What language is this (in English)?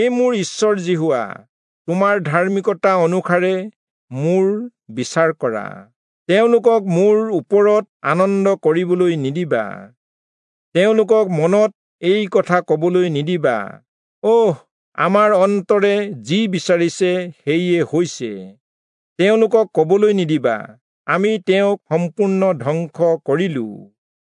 Assamese